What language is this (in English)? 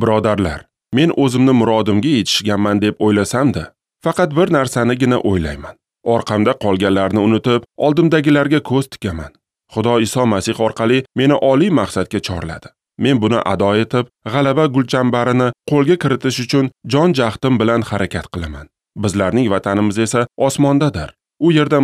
Uzbek